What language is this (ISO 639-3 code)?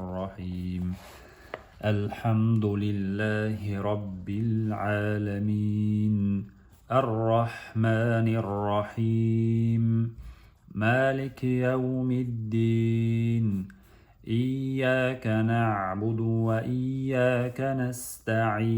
che